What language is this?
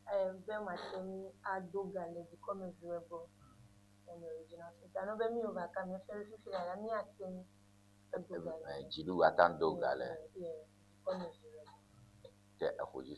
Ewe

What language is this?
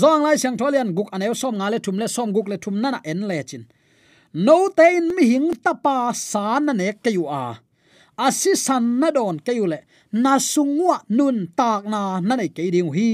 Tedim Chin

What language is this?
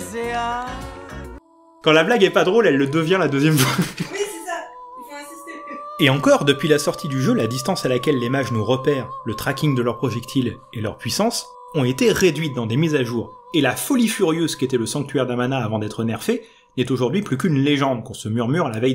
French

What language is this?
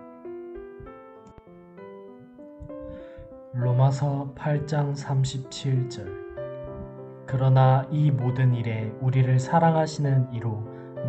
Korean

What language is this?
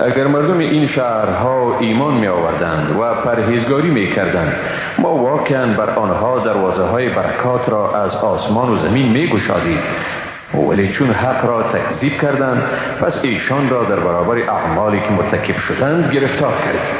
Persian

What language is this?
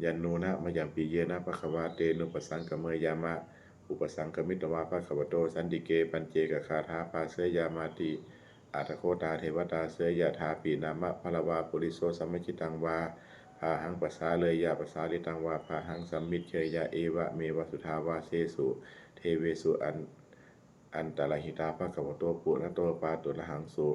Pali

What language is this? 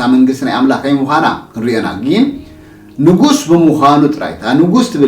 Tigrinya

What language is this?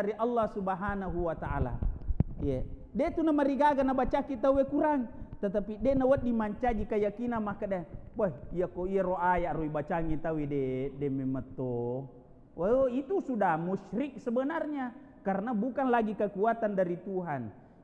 Buginese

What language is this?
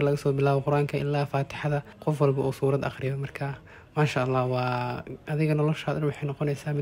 Somali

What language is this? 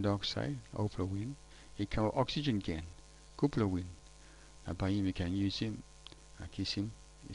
Tok Pisin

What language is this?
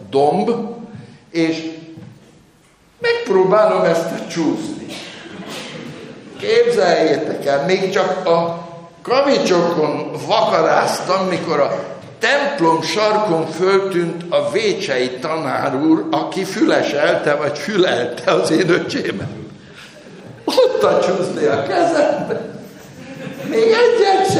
Hungarian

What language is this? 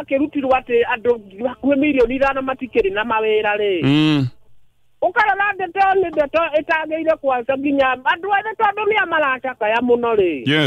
Kikuyu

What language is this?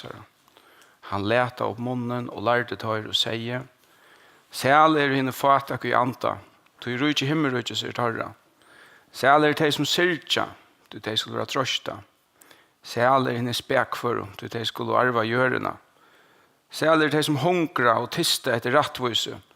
Faroese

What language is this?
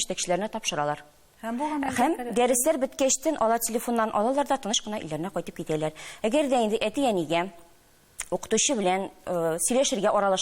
Tatar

